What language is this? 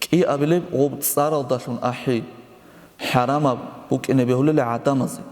Avaric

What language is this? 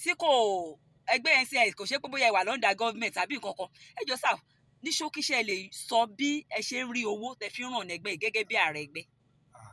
Yoruba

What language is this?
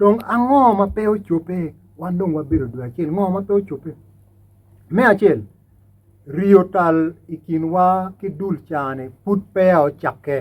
Acoli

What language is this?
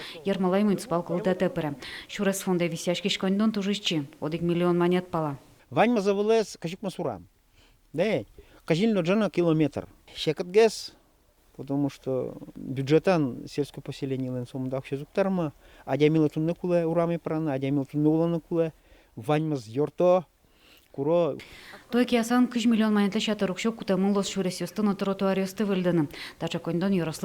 Udmurt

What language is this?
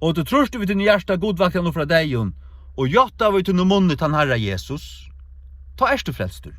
Faroese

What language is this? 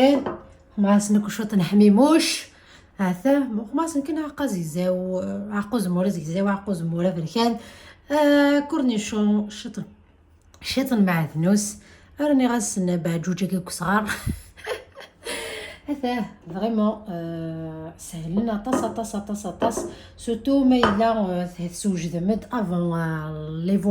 Kabyle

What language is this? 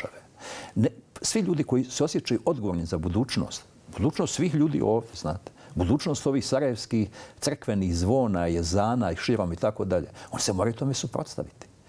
Bosnian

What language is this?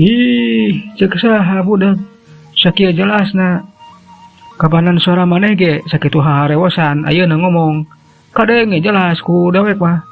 Sundanese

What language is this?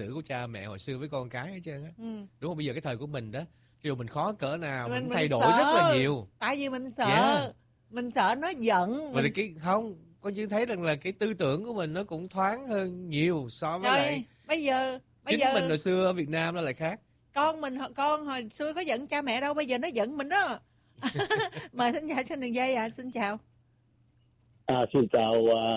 Vietnamese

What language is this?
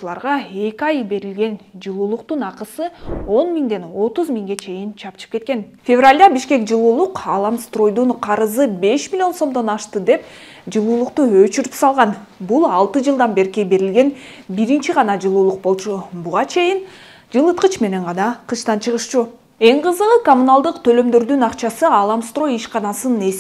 Kyrgyz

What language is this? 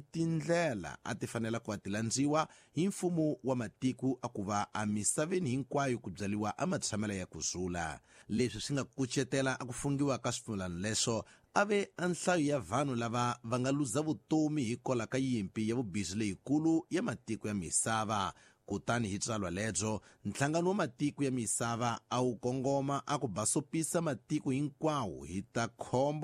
Tsonga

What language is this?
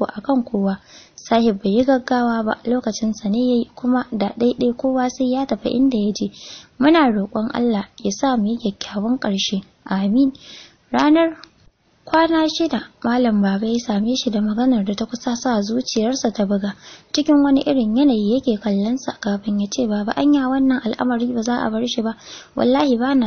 Hausa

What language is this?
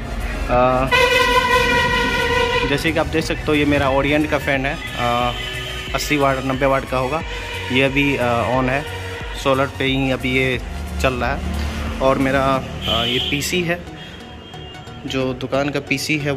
Hindi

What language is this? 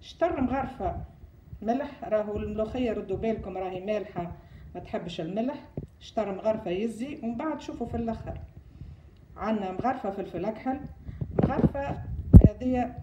Tunisian Arabic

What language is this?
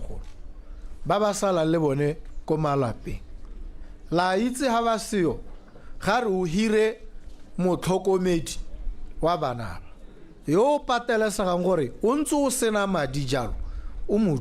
Tswana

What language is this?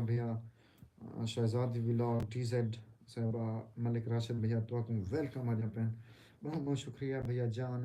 Saraiki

